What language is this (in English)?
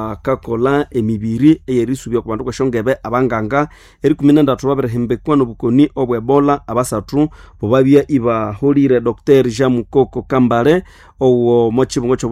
Nande